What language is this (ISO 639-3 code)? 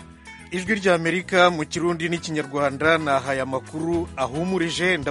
kin